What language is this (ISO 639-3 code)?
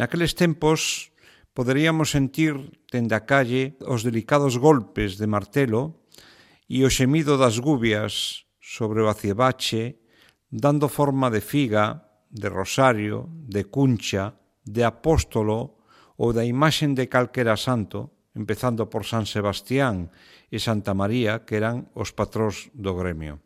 glg